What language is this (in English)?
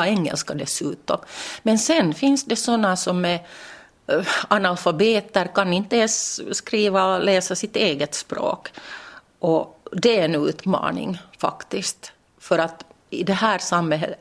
Swedish